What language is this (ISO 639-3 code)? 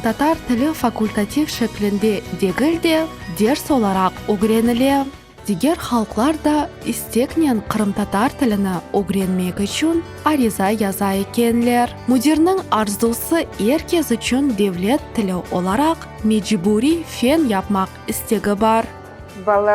crh